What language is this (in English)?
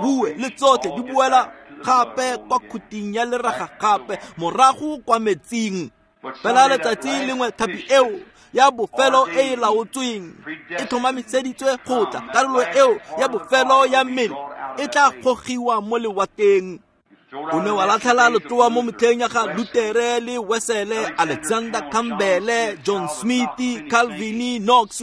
Tswana